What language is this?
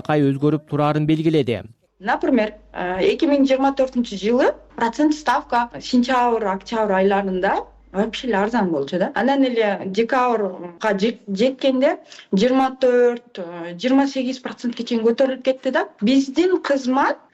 Kyrgyz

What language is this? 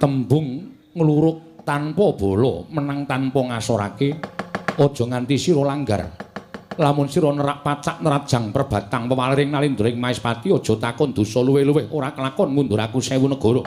Javanese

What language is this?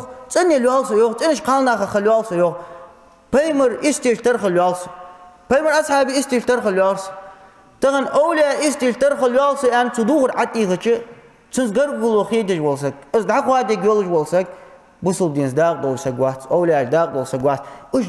Ingush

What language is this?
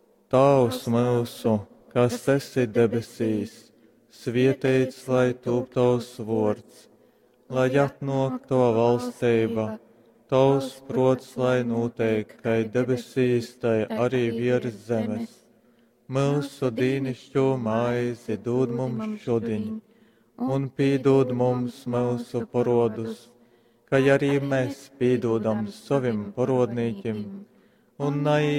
Latgalian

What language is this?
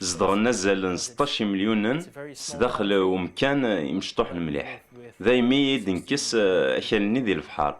Kabyle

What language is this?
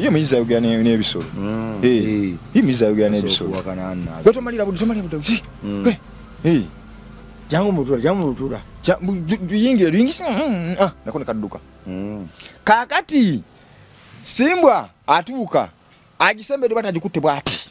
Ganda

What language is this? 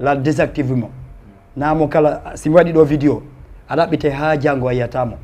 Fula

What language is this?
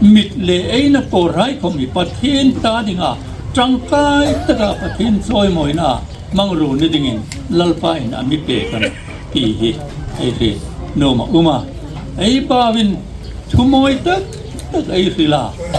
Hmar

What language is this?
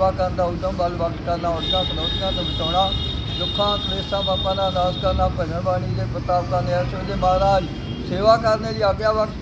Punjabi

